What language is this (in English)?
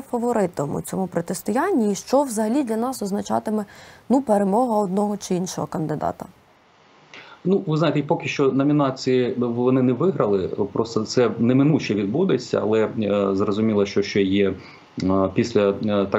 Ukrainian